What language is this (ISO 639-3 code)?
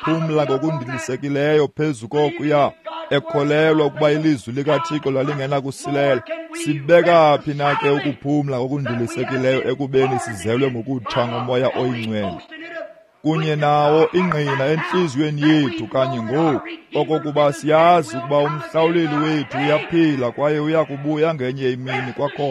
xho